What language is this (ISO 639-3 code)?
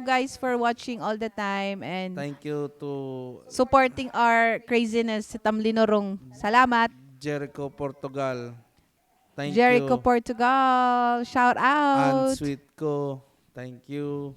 war